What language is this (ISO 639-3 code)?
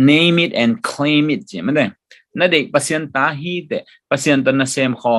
ctd